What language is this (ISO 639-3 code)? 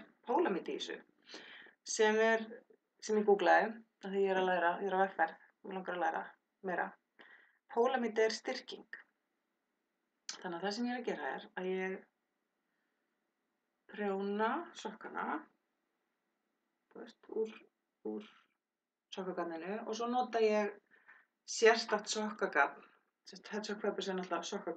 isl